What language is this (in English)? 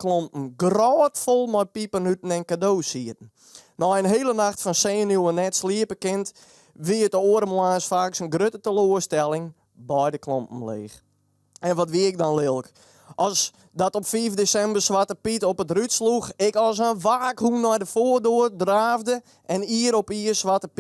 Western Frisian